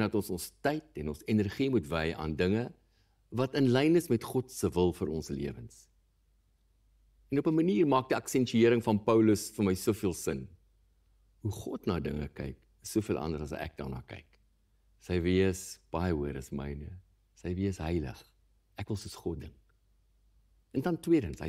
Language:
Afrikaans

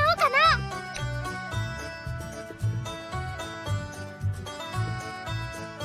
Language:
Japanese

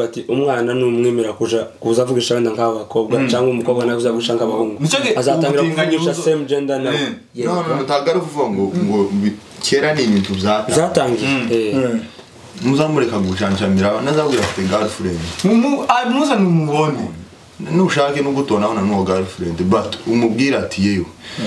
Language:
Kinyarwanda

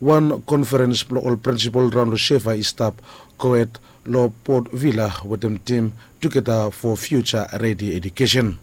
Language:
Bislama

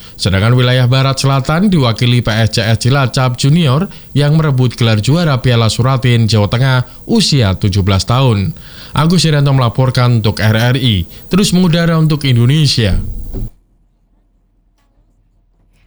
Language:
Indonesian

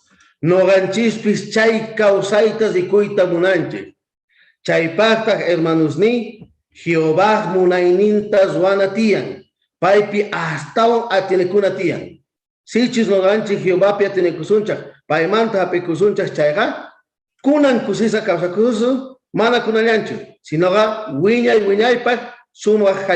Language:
South Bolivian Quechua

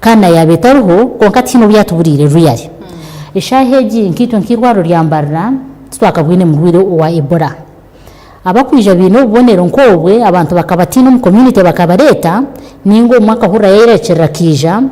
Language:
Nyankole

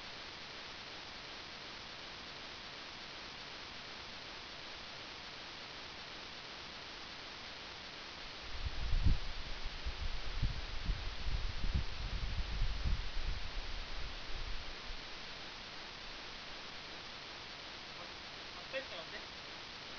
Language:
Filipino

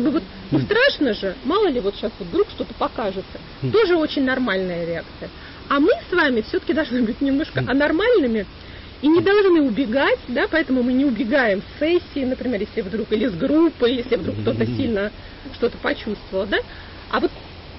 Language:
Russian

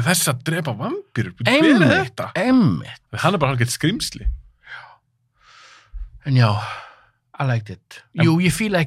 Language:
Icelandic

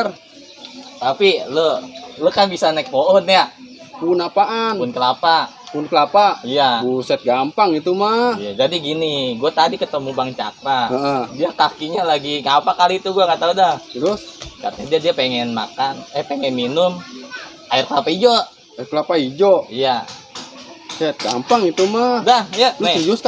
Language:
Betawi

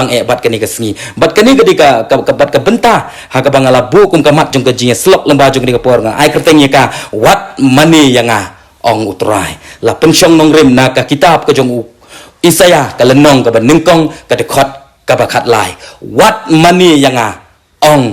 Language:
Khasi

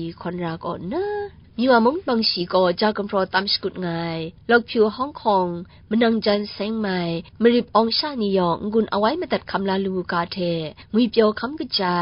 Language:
Kachin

